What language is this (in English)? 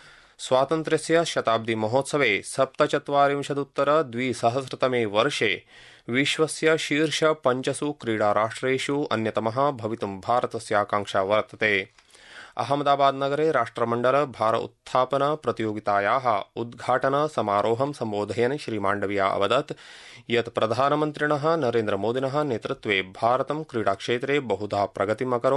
Sanskrit